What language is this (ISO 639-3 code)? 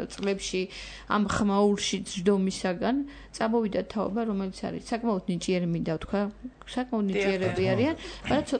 kat